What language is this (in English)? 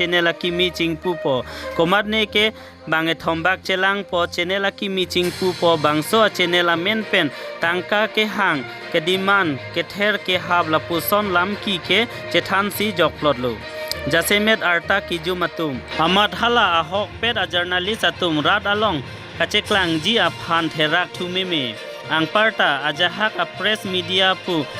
Karbi